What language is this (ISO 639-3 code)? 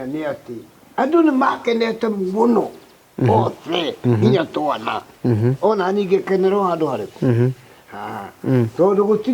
kik